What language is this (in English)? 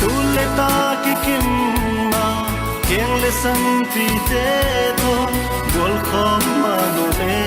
Tedim Chin